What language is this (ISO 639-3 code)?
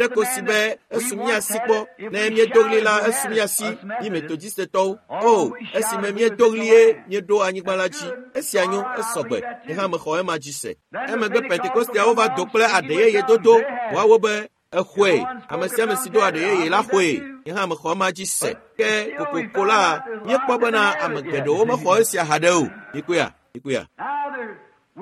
ewe